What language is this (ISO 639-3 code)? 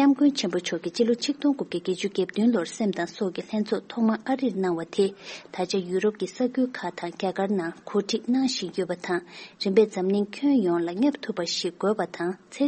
bod